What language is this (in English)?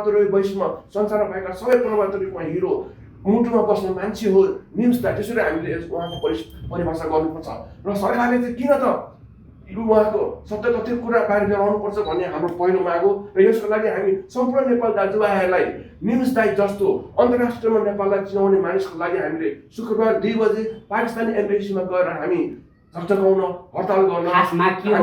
Nepali